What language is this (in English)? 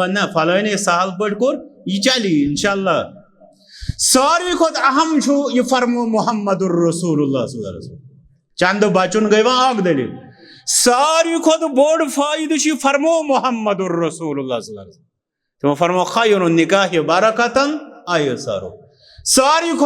Kashmiri